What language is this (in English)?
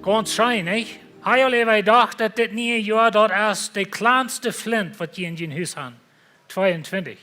Plautdietsch